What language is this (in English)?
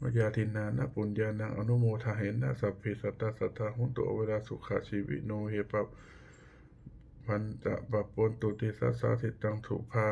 Pali